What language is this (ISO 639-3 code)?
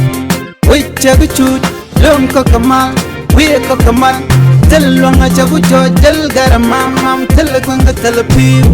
nus